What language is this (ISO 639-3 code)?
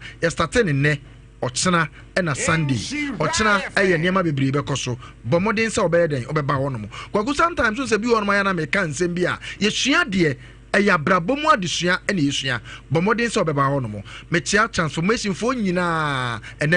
aka